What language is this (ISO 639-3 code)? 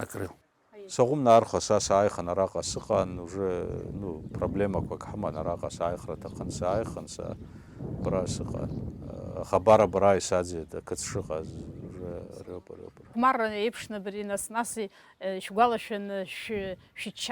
abk